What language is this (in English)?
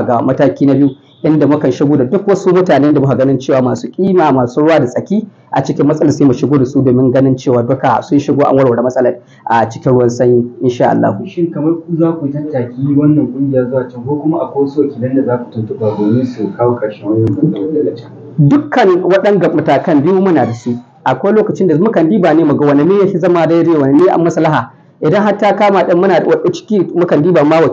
Hausa